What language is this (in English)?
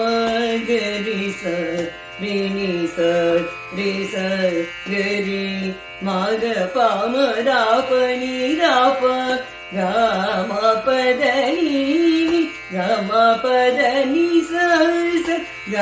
Tamil